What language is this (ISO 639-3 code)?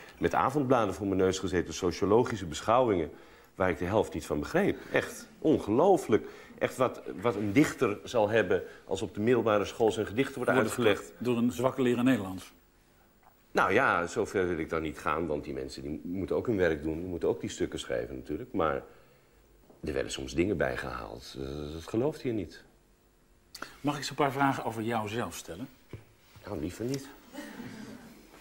nld